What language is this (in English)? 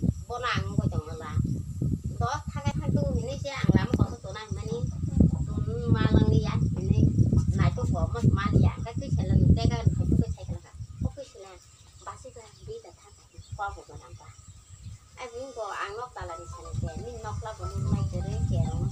Kok Borok